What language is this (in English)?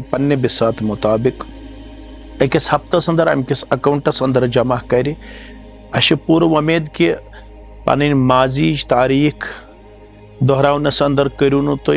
Kashmiri